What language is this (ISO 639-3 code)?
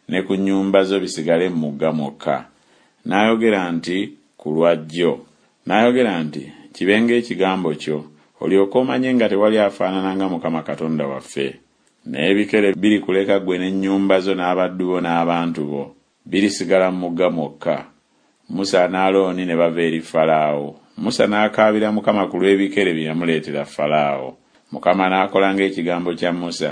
lug